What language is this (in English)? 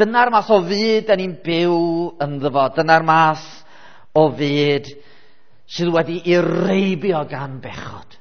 Welsh